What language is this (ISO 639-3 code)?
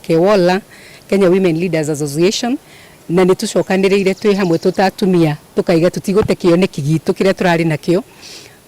kik